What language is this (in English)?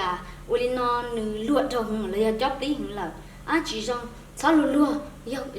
Hmong